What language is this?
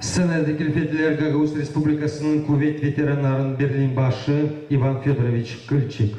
Gagauz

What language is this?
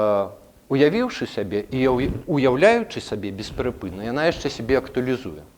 Belarusian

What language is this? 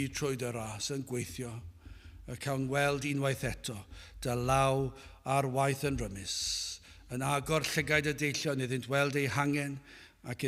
Welsh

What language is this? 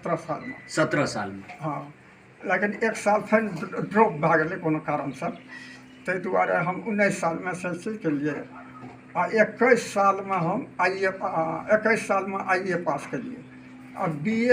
Maithili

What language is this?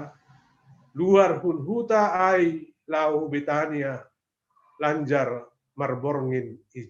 Batak Simalungun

